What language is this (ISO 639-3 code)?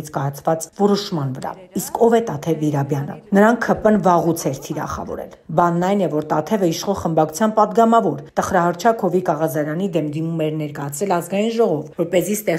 hye